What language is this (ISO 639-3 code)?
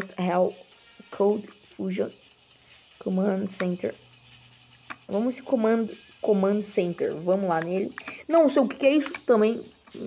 por